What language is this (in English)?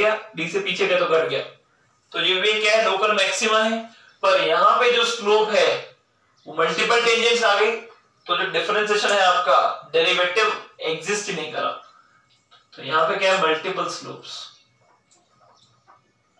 Hindi